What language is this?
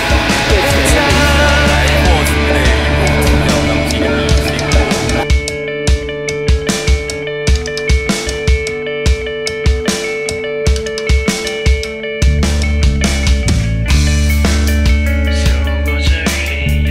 Chinese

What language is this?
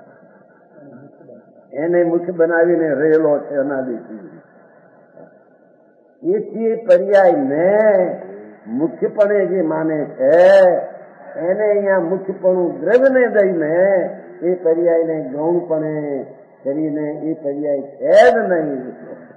Gujarati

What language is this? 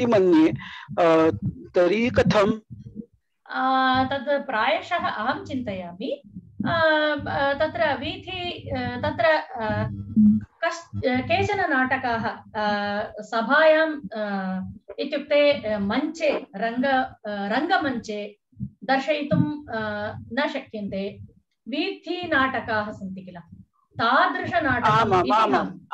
Sanskrit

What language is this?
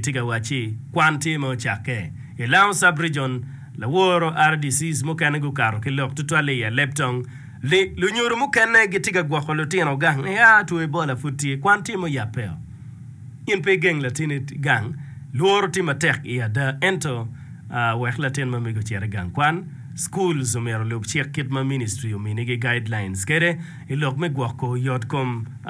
Acoli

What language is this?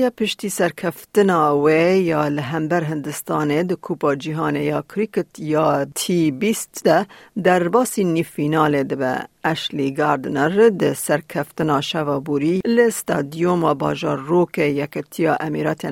Kurdish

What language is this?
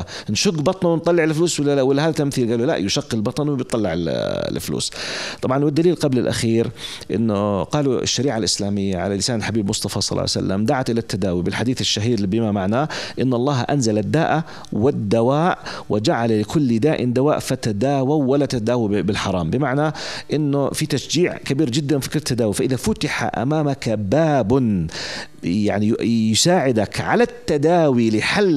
North Levantine Arabic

